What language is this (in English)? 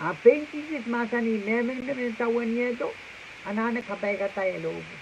Pohnpeian